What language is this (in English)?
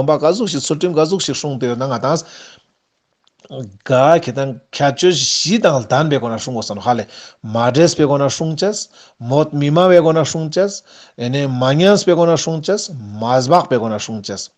Ladakhi